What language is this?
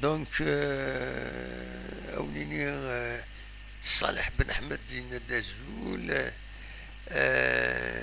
Kabyle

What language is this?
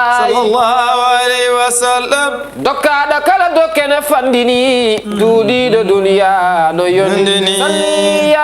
Fula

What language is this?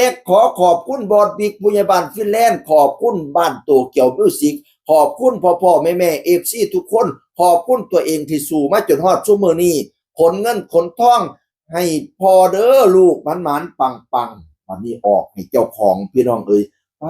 Northeastern Thai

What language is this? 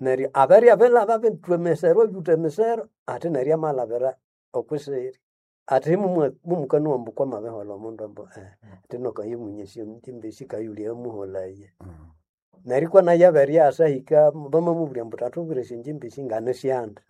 Nande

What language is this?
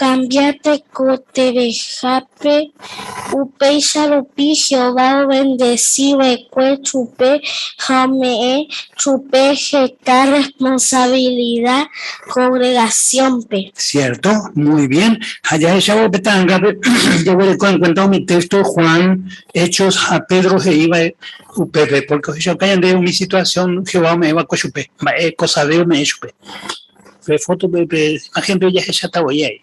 Guarani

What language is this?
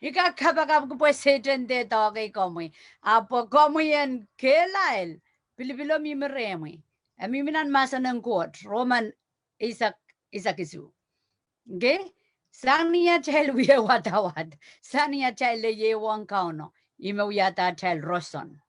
Pohnpeian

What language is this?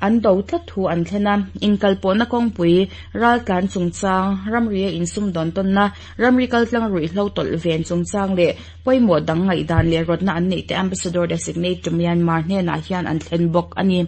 Mizo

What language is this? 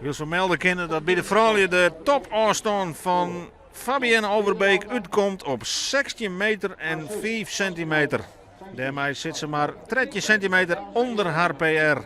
Western Frisian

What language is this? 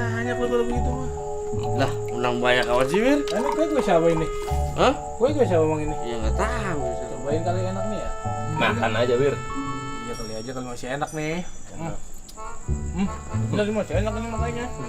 Betawi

